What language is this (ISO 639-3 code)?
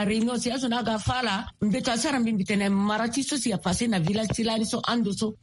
sag